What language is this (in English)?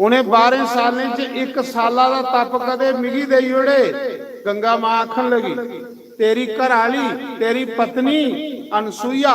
Dogri